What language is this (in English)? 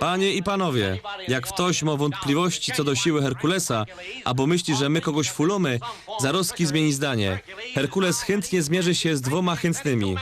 Silesian